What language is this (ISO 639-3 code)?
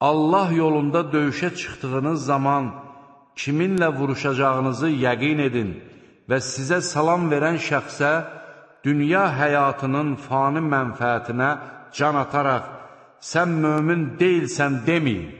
aze